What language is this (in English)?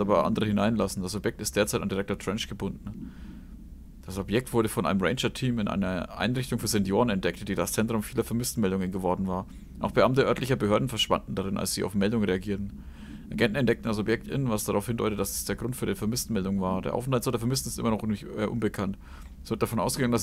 German